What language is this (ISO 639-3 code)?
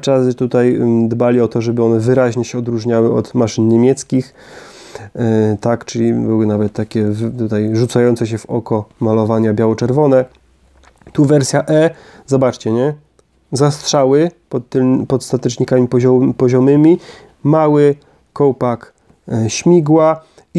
pol